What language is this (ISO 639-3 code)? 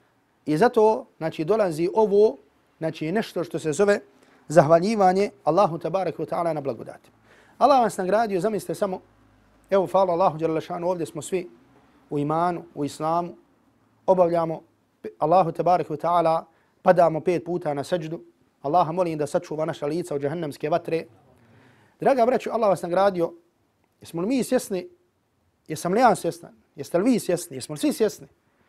bos